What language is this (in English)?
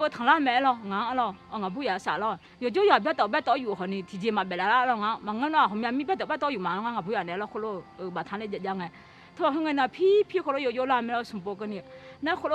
Akha